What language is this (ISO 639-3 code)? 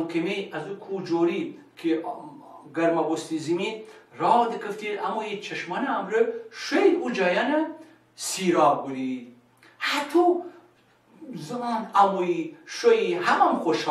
glk